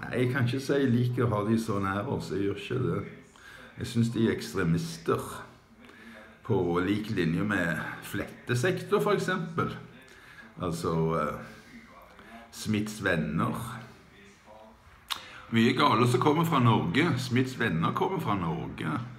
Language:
Norwegian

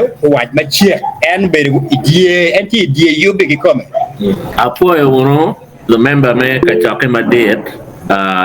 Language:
Acoli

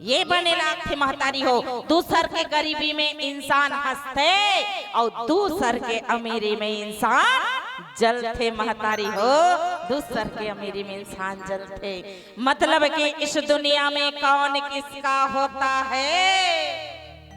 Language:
Chhattisgarhi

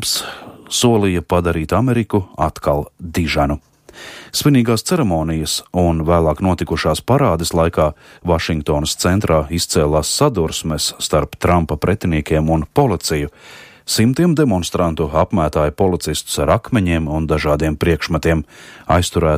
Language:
Latvian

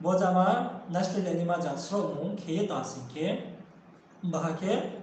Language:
Riang (India)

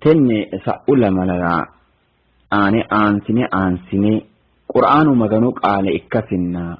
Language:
Sidamo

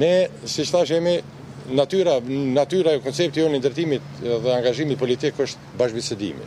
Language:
Albanian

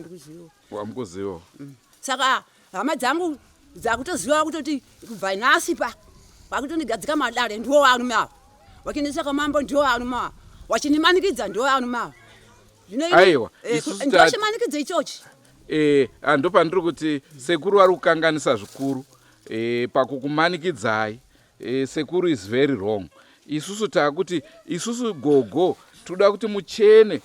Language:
Shona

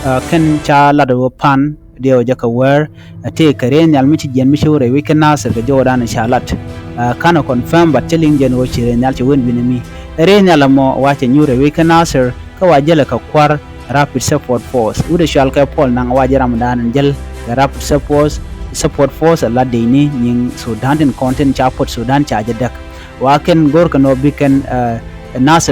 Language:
Nuer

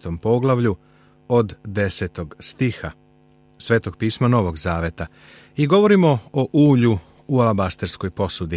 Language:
Serbian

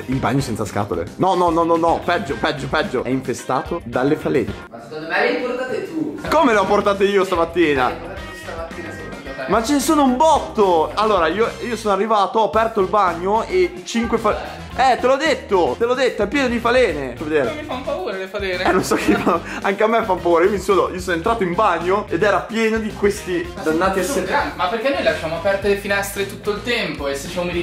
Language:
Italian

